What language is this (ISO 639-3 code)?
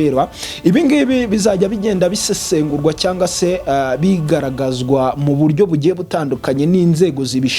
kin